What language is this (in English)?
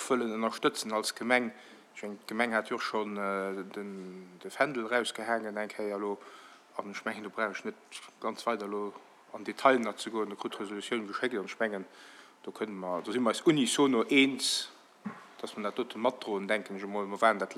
Luxembourgish